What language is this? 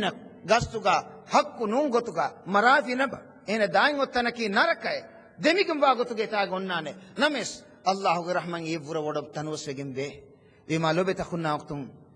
Divehi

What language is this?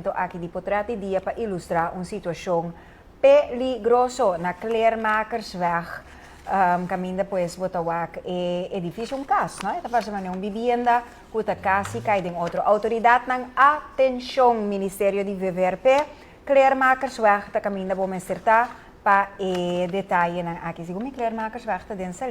Papiamento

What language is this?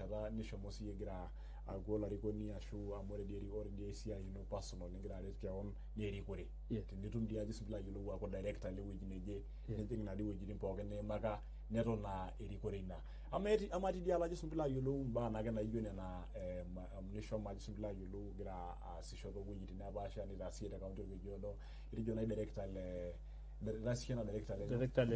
Masai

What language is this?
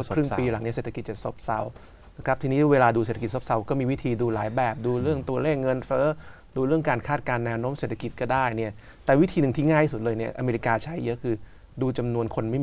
Thai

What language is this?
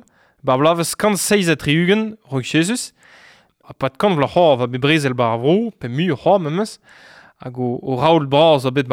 Breton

